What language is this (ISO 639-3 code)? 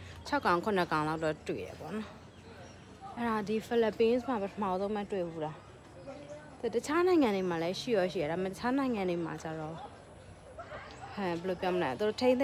mya